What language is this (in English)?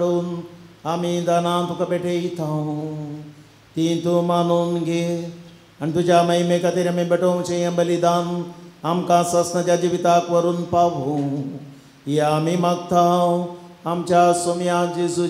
Konkani